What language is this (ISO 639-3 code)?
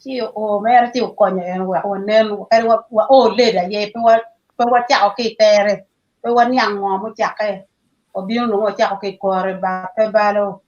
ach